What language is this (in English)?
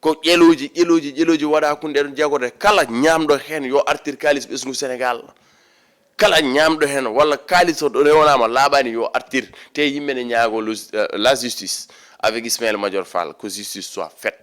Fula